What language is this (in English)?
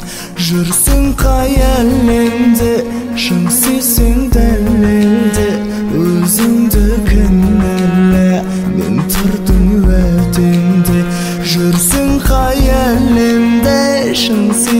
Kazakh